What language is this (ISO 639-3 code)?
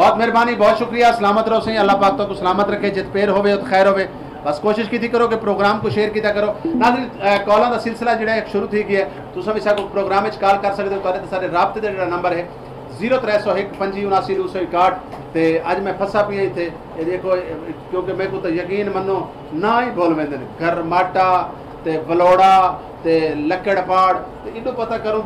skr